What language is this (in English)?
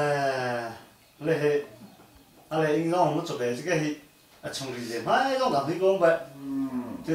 Hakha Chin